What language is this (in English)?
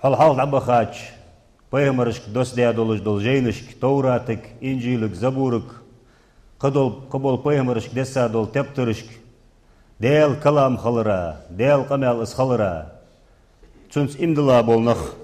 Ingush